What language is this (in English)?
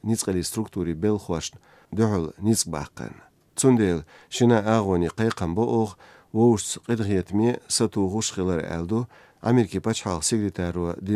Azerbaijani